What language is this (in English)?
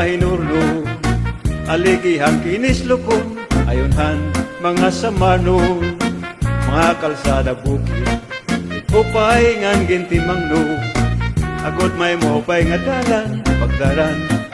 Waray